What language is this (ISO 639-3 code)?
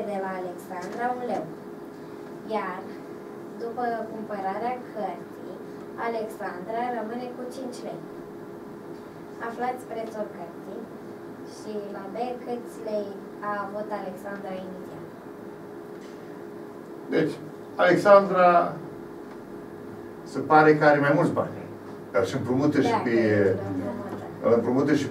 ron